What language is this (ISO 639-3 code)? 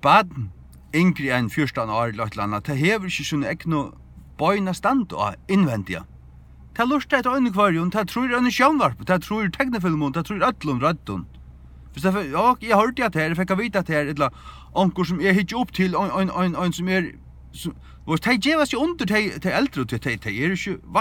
fao